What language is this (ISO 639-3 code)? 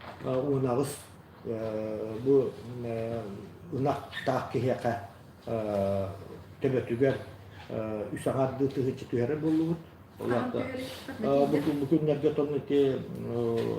sah